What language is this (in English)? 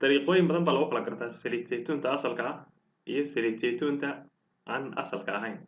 Somali